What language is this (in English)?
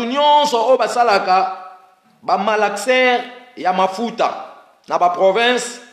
Lingala